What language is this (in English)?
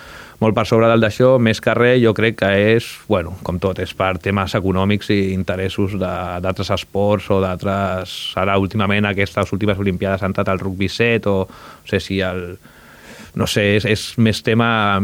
Catalan